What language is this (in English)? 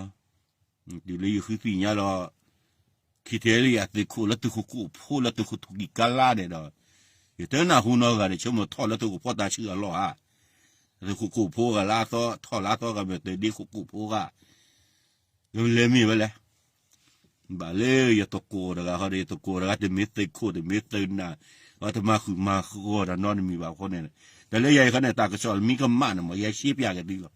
S'gaw Karen